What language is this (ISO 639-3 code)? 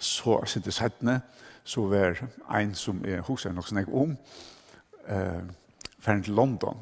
fao